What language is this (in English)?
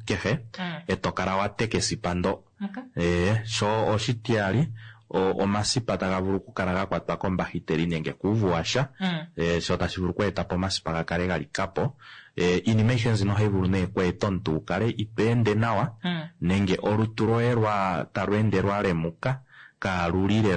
Kuanyama